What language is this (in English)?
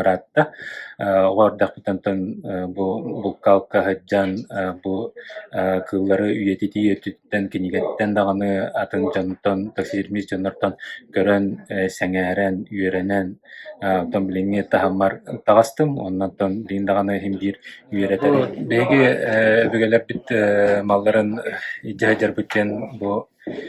Yakut